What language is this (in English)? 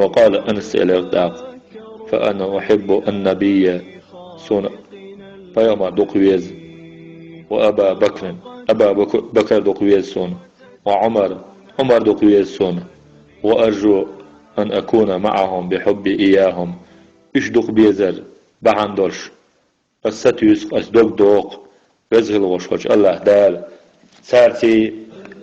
Chechen